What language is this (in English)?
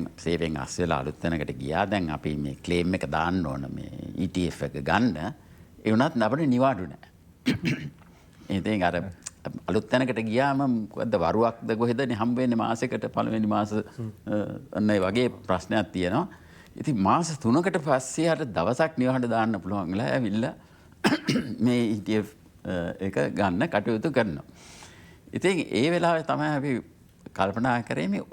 Sinhala